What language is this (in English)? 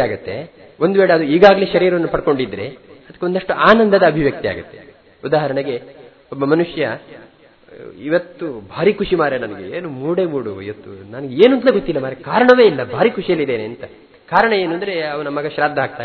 Kannada